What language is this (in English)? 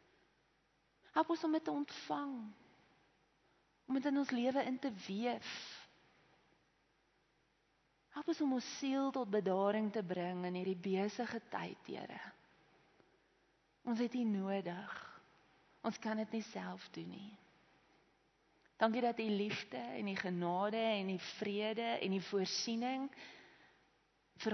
Afrikaans